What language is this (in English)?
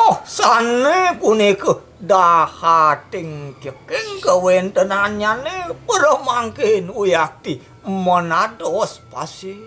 Balinese